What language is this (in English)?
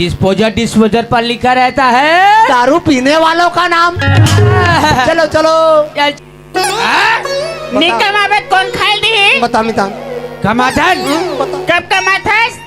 Chhattisgarhi